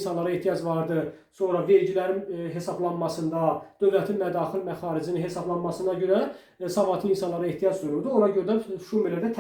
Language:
Azerbaijani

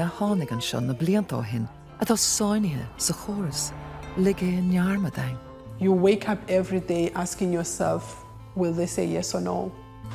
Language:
Irish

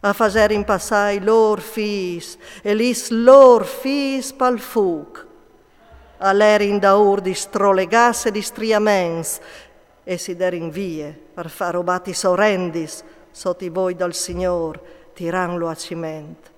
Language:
Friulian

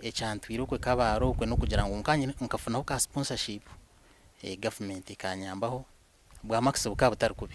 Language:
Nyankole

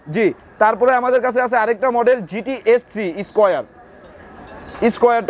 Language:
Bangla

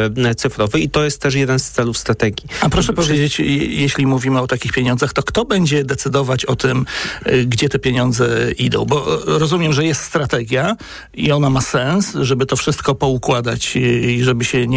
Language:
Polish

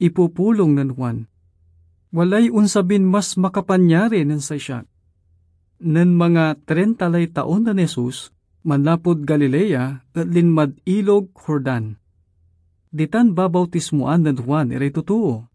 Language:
Pangasinan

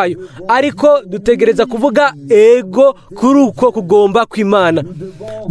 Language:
Rundi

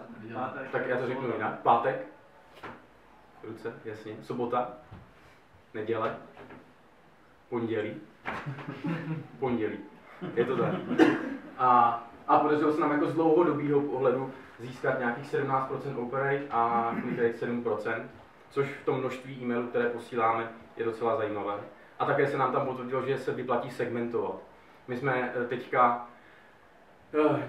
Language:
Czech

